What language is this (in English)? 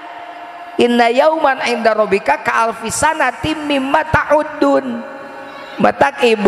Sundanese